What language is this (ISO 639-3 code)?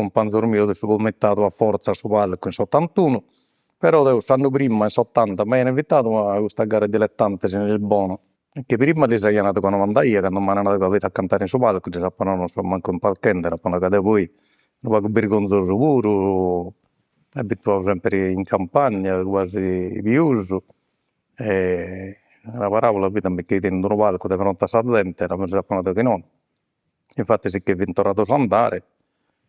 srd